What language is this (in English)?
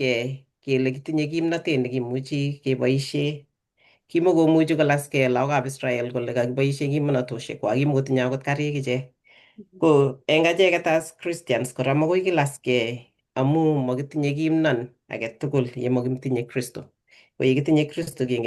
Kalenjin